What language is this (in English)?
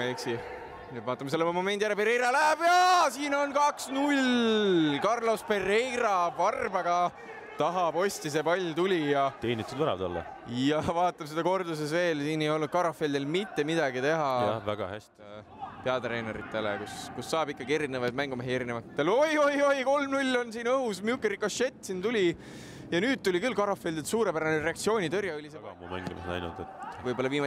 Estonian